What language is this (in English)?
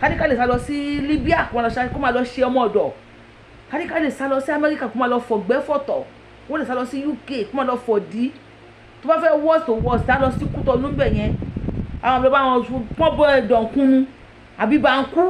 Yoruba